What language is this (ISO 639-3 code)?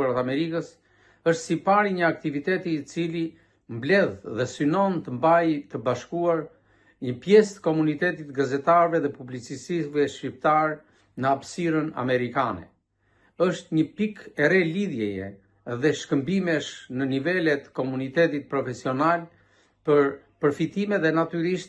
sqi